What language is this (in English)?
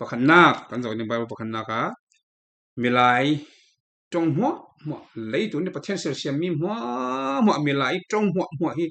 Falam Chin